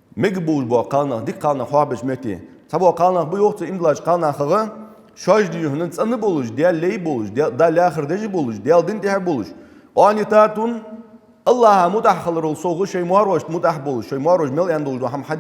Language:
Ingush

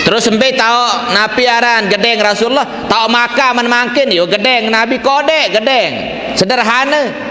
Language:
Sasak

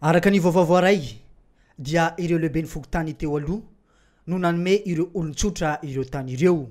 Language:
Malagasy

